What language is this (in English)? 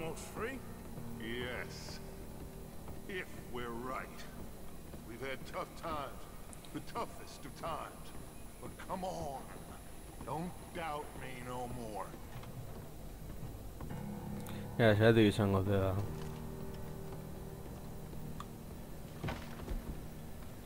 English